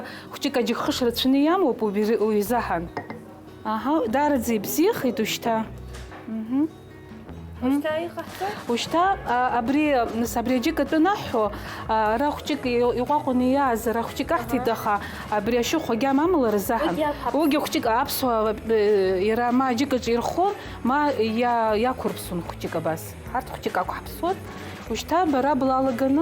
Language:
Abkhazian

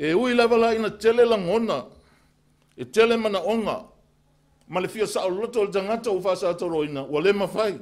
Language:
Samoan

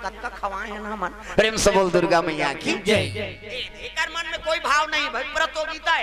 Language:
Chhattisgarhi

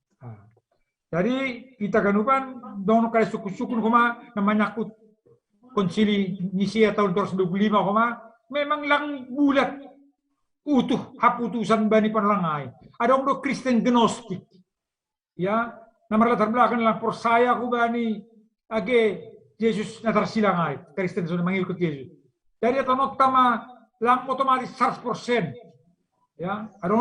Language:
Batak Simalungun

